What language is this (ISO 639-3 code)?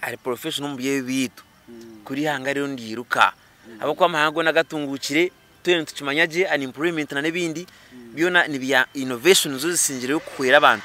nyn